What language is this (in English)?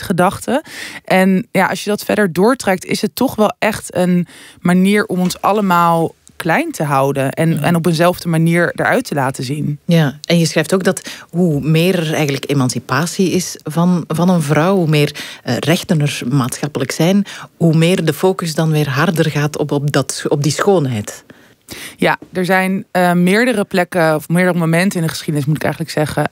Dutch